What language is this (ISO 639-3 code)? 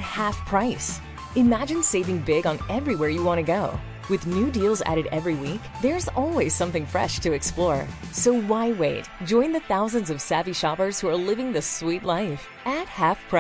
eng